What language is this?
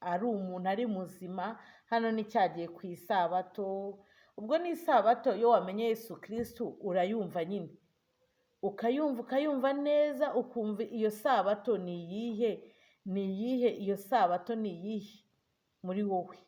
Kinyarwanda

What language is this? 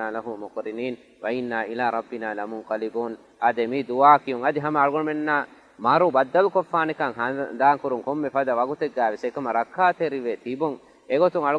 Divehi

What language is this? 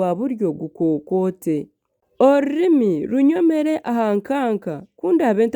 Nyankole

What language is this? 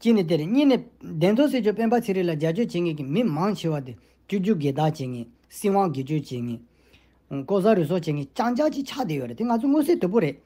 Tibetan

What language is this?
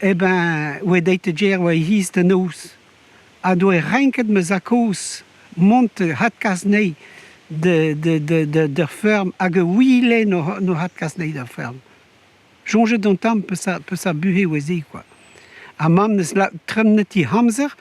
Breton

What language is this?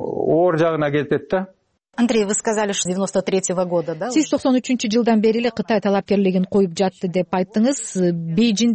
Kyrgyz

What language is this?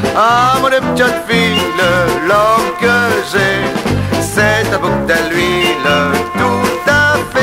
Picard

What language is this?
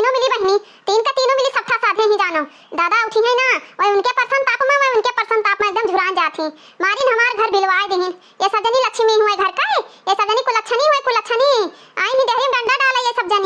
Awadhi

